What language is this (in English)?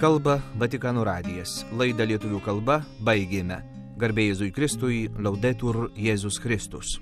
Lithuanian